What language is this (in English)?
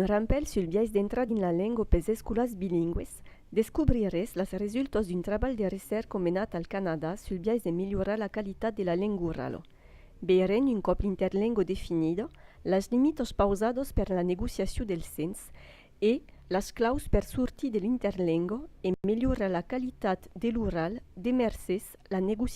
Occitan